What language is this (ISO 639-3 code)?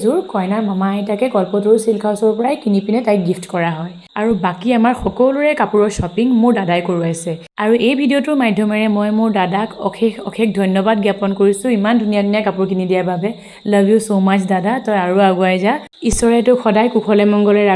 asm